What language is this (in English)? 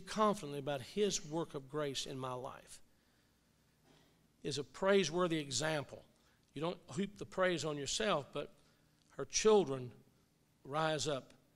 English